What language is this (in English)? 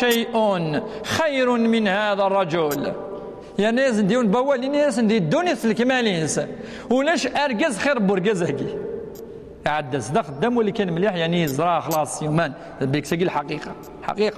Kabyle